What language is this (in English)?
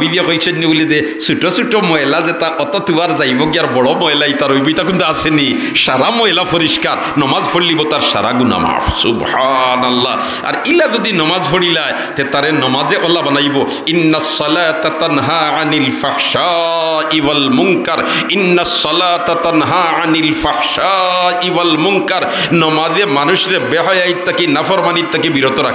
Sylheti